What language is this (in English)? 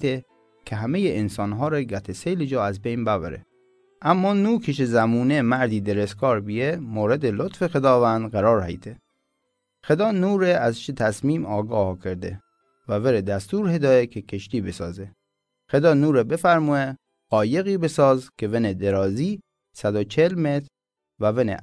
Mazanderani